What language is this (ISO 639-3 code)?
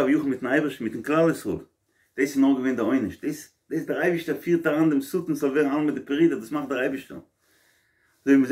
yid